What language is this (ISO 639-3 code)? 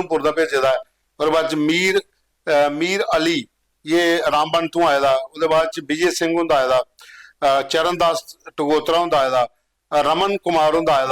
doi